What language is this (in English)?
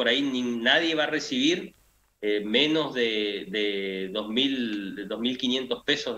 Spanish